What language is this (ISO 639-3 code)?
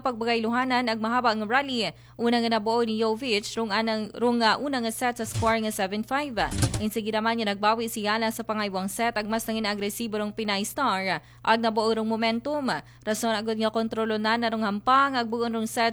akl